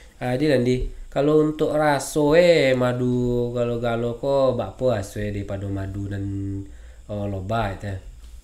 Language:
Minangkabau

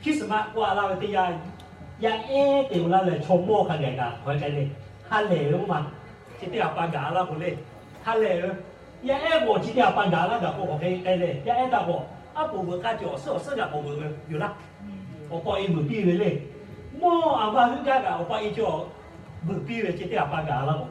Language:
Lahu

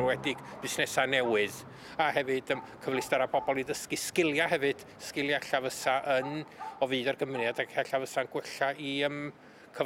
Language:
Welsh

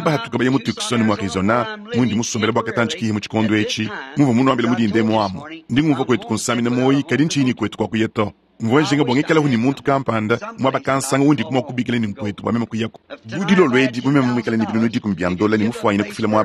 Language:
Luba-Lulua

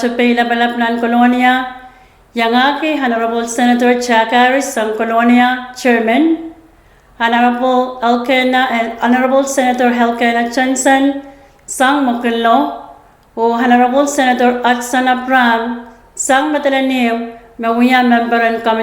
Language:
Pohnpeian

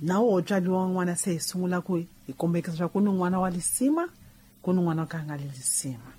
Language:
Tsonga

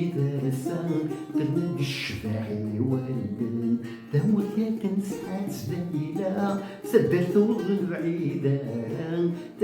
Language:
Kabyle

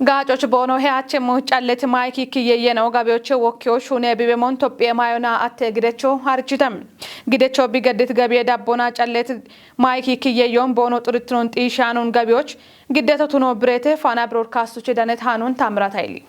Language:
Kafa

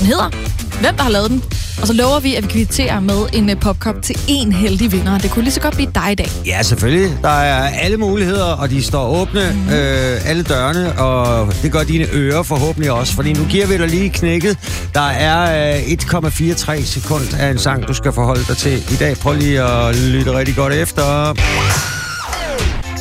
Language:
Danish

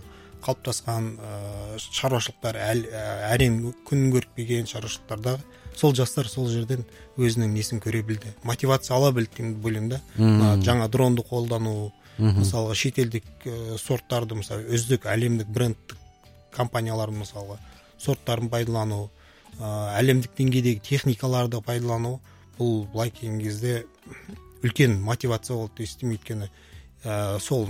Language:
Kazakh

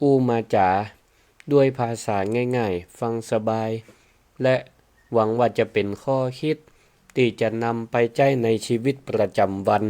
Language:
Northern Thai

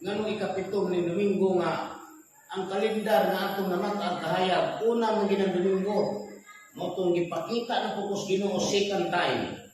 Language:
Cebuano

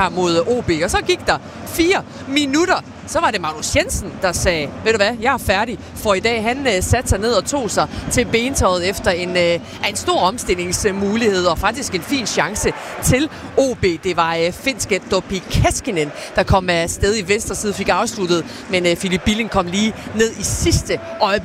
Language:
Danish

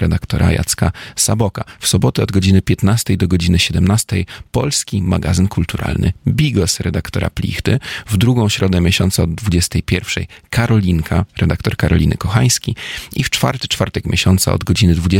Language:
Polish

